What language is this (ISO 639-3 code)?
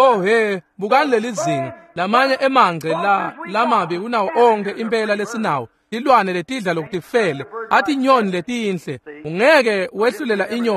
ssw